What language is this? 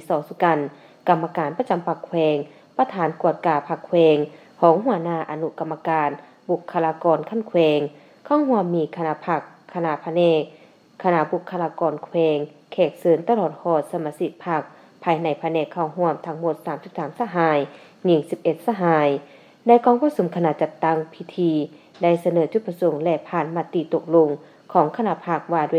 Lao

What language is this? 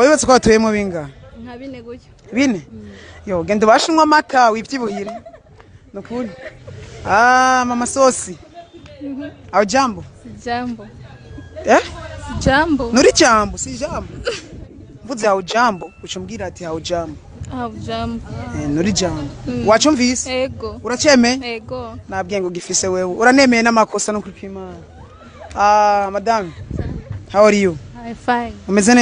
Rundi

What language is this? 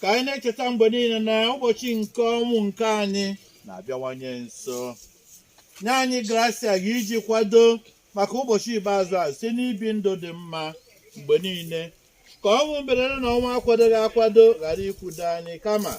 Igbo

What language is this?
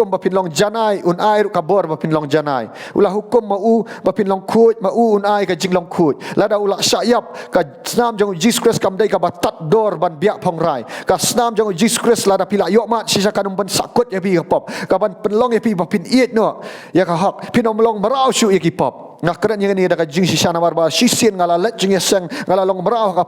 Khasi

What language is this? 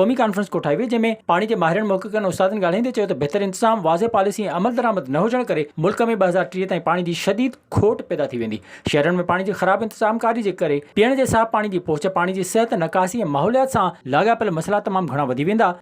Sindhi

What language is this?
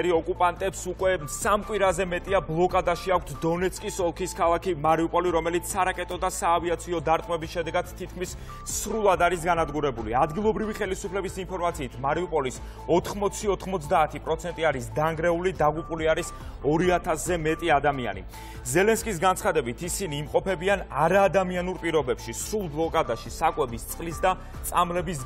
Georgian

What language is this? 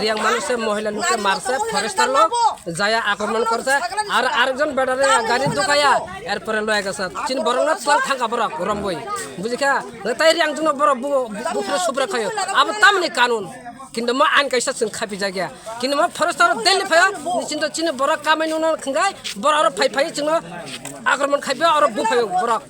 Kok Borok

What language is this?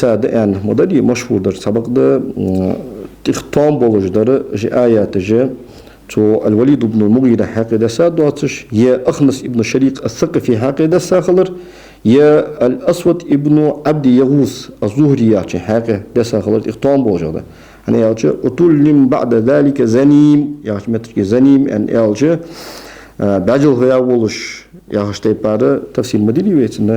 Ingush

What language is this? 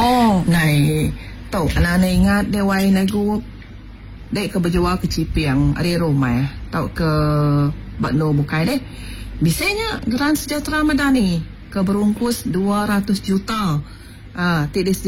Iban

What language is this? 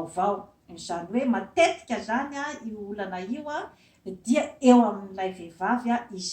Malagasy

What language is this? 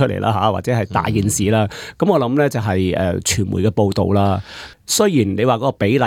Cantonese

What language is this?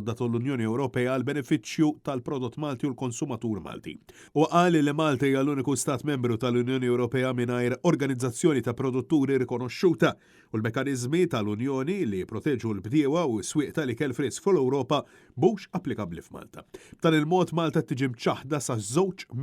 Maltese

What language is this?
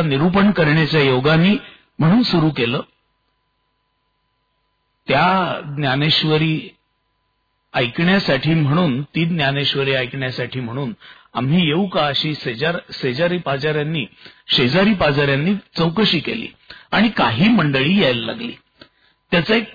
Marathi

